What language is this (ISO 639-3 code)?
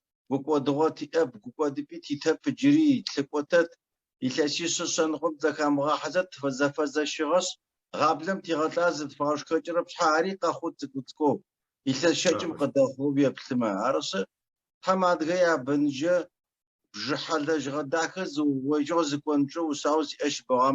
ady